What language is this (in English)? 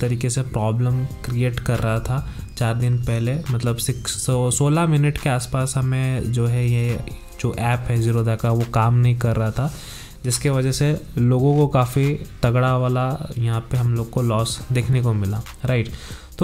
Hindi